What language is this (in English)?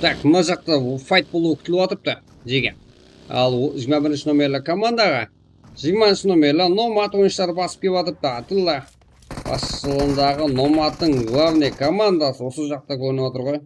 Kara-Kalpak